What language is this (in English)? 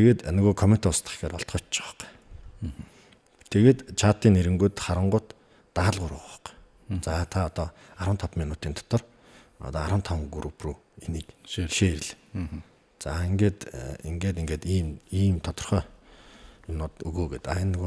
Mongolian